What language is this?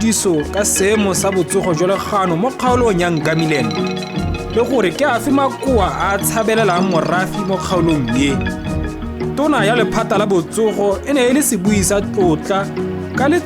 Tswana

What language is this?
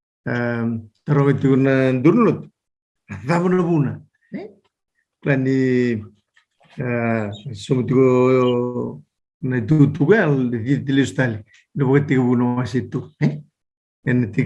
Fijian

